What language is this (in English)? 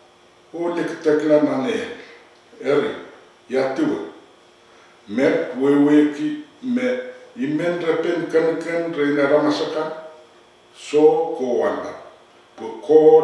Pohnpeian